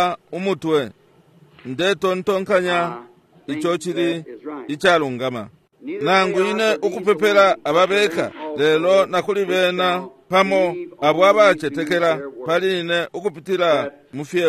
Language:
Bemba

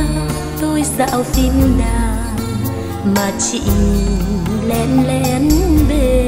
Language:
Vietnamese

